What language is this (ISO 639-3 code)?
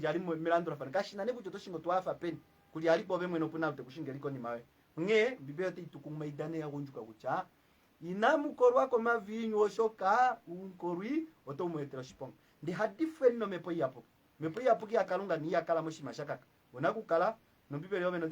kua